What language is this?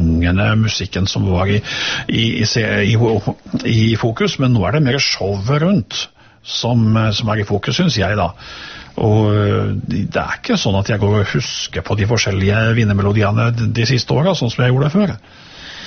Norwegian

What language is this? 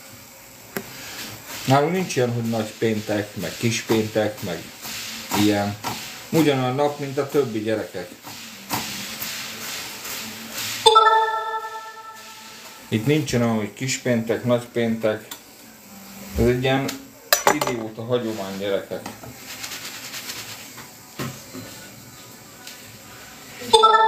Hungarian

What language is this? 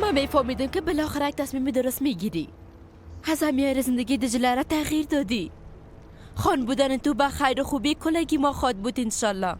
Persian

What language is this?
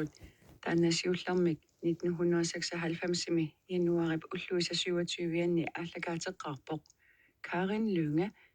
Kalaallisut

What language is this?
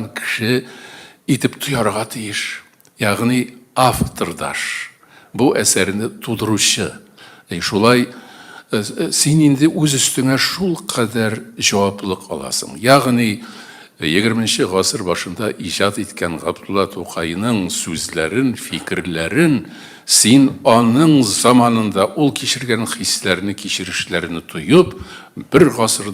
Tatar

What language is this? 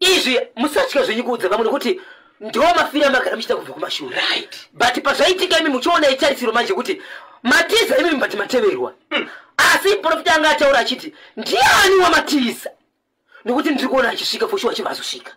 Shona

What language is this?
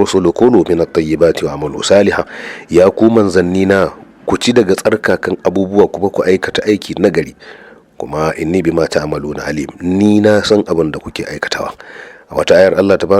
Hausa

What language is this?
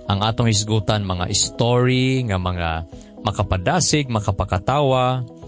Cebuano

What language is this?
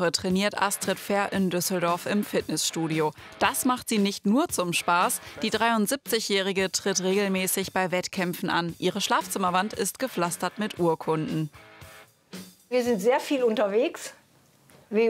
German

